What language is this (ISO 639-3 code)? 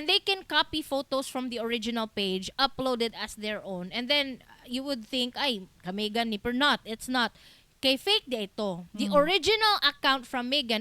ceb